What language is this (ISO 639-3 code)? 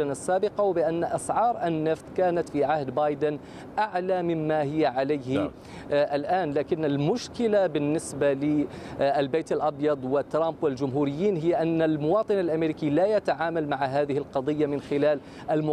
ara